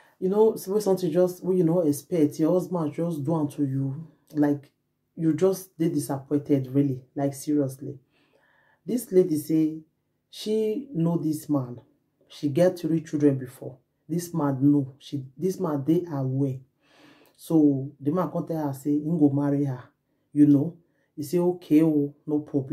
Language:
Nigerian Pidgin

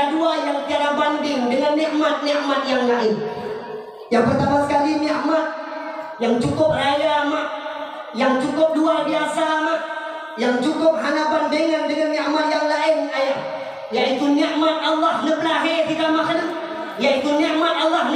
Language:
Achinese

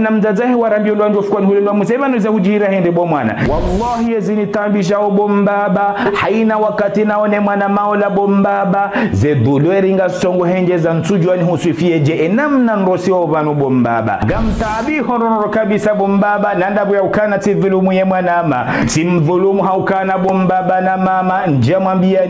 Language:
Ngazidja Comorian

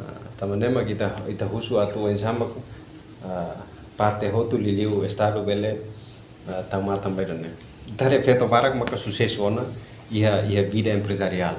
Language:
Tetum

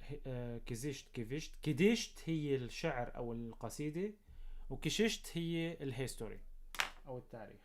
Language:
North Levantine Arabic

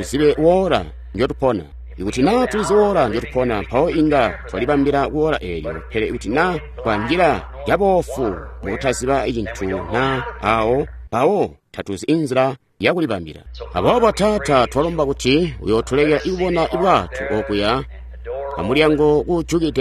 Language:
Tonga (Zambia)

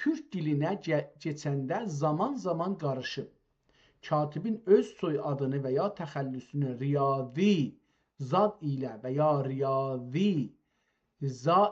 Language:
South Azerbaijani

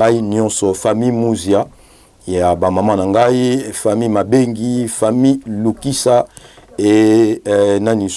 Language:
Lingala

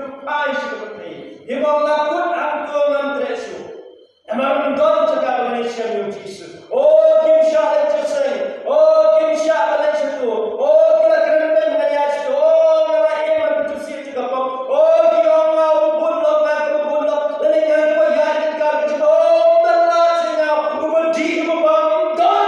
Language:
Khasi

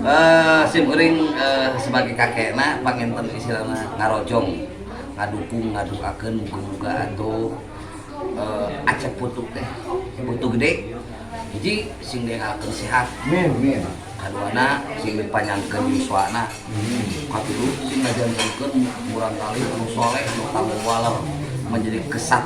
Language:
Sundanese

